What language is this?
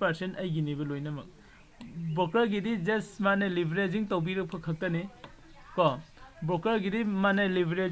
Manipuri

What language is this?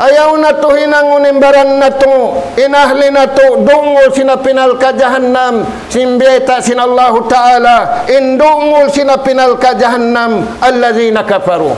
Tausug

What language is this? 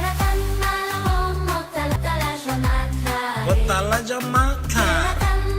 Tswana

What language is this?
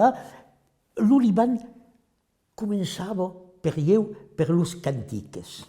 Occitan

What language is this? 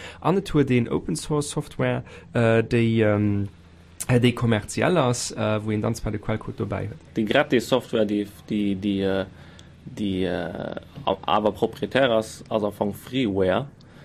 Luxembourgish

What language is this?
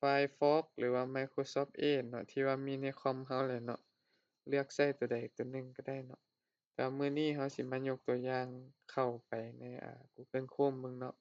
Lao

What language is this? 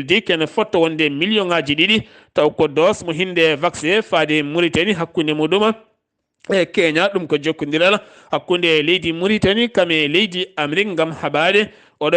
Fula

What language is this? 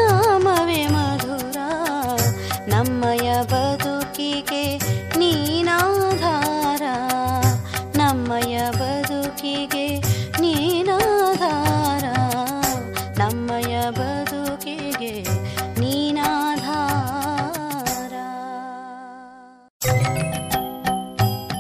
Kannada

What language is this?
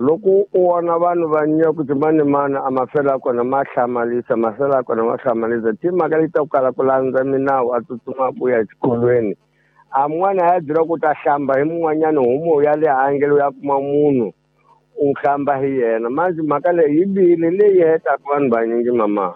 Tsonga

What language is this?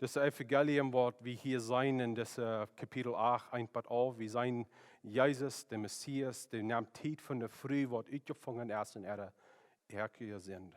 Plautdietsch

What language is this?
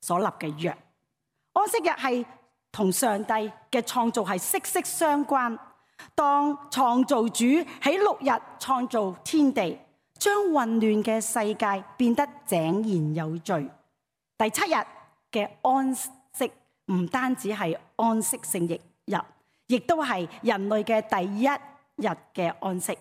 Cantonese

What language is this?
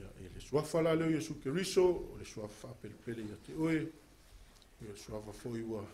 Samoan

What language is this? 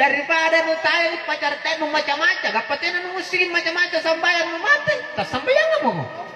Makasar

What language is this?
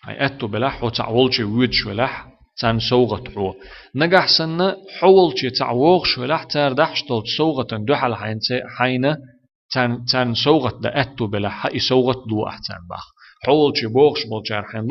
Chechen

